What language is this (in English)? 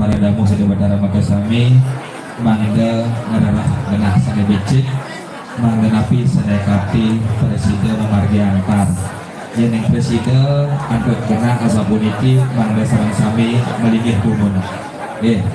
Balinese